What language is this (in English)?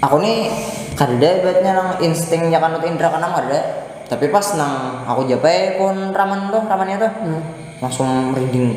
Banjar